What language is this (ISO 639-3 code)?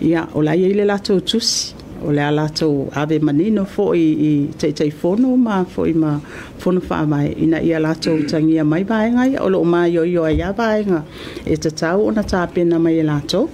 smo